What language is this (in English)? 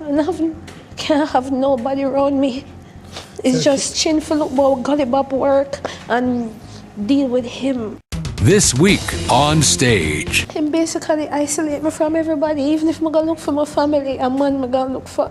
Jamaican Creole English